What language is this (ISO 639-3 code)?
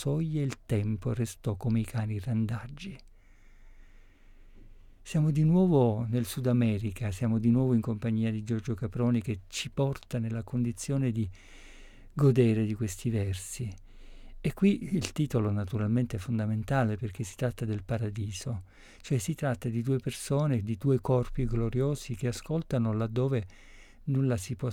ita